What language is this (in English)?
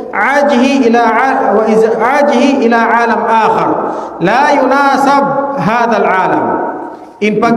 Tausug